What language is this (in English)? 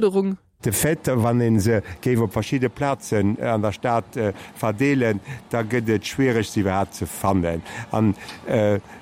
Luxembourgish